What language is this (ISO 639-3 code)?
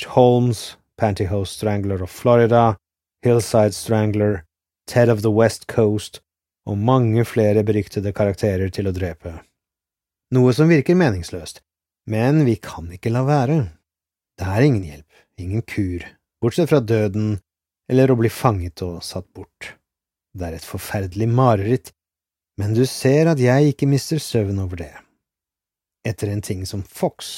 nor